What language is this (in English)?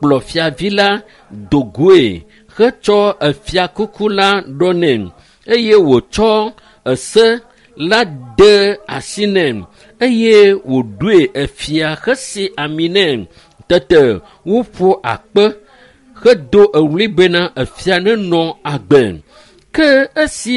Ewe